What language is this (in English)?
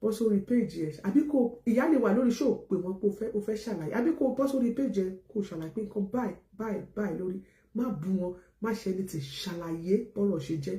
Yoruba